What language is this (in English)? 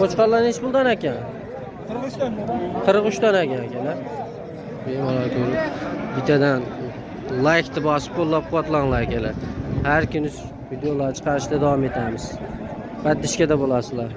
Uzbek